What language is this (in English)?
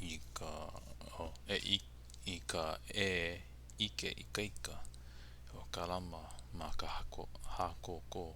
Hawaiian